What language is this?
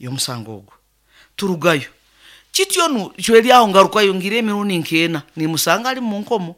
Nyankole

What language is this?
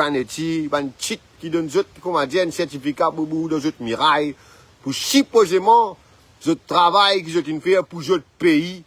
Morisyen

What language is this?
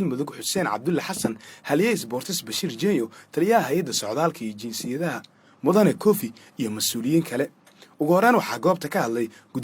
Somali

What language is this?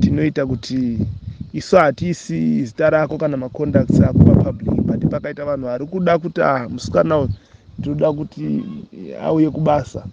Shona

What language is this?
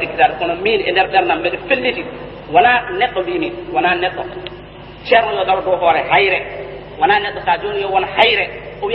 Fula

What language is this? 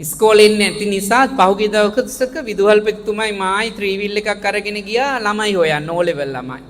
Sinhala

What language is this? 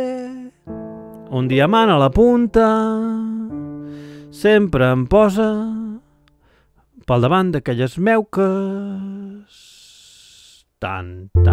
Catalan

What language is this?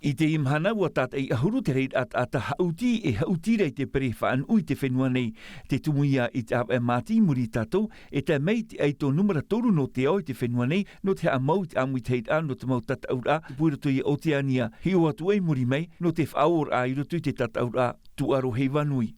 Tahitian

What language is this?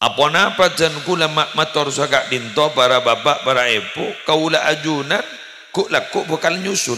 Madurese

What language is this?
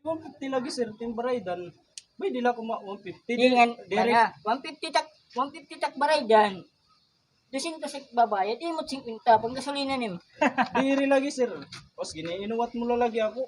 Waray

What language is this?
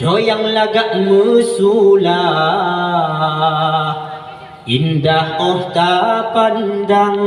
Achinese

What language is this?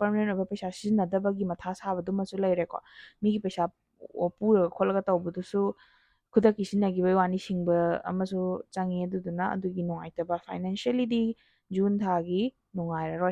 Manipuri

